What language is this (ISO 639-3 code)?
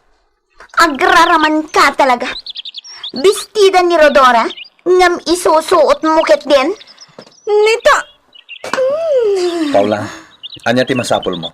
ilo